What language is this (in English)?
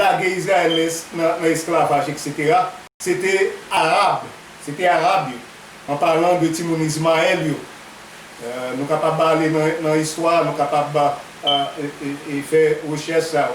Haitian Creole